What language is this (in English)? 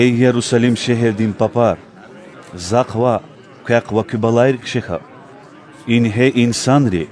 Lezghian